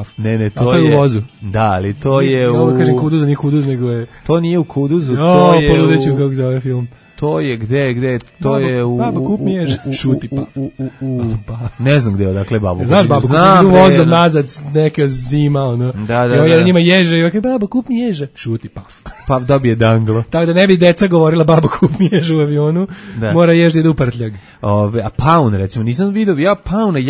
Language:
Serbian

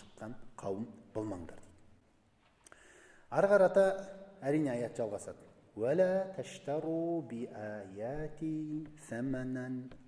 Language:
Kazakh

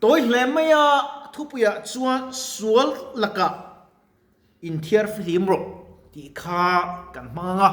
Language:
Mizo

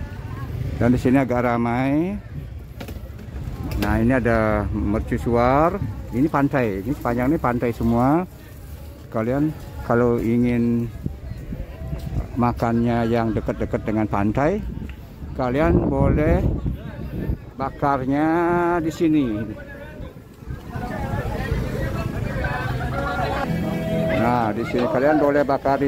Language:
Indonesian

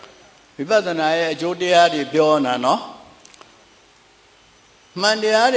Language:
Burmese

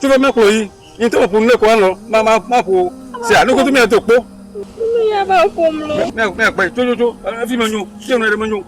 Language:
Ewe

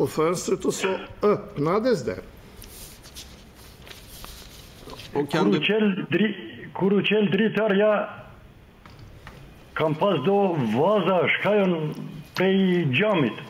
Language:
Swedish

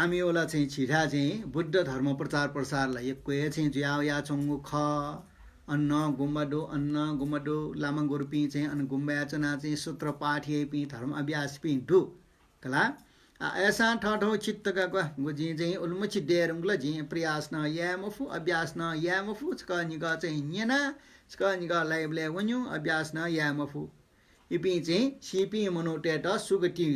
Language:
Newari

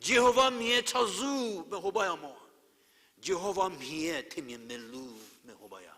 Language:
Angami Naga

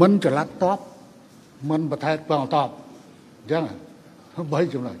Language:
Khmer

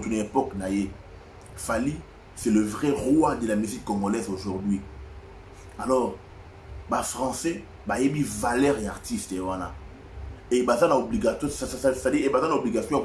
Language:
Lingala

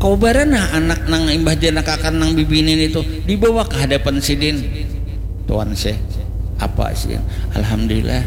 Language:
Banjar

